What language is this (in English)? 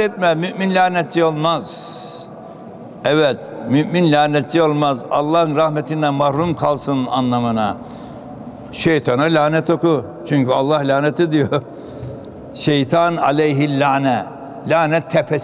Turkish